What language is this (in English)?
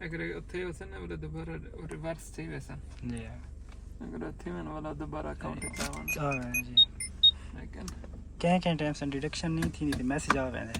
Saraiki